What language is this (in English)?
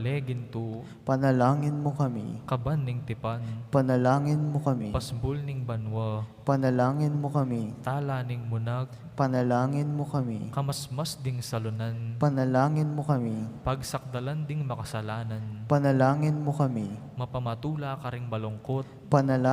Pampanga